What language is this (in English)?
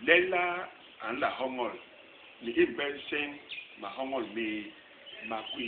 Basaa